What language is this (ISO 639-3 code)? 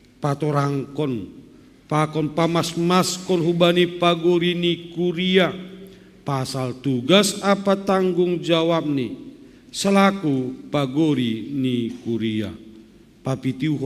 bts